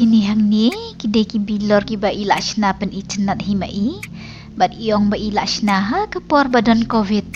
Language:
Khasi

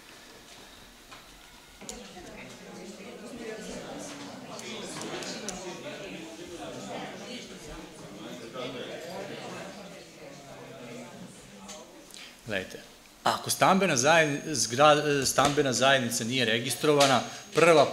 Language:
Serbian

